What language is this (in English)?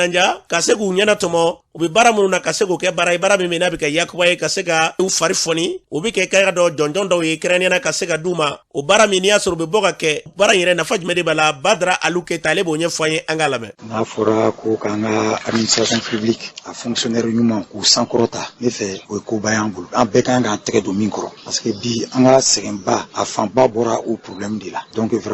Bambara